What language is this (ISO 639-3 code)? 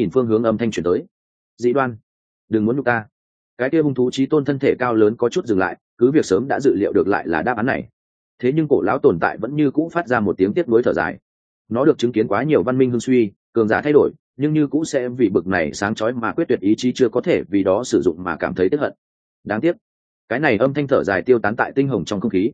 vie